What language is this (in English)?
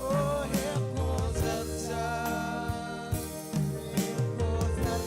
Marshallese